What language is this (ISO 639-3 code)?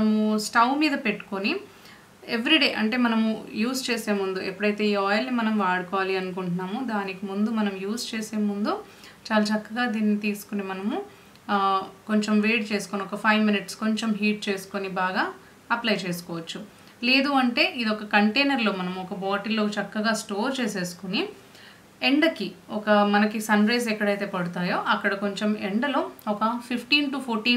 tel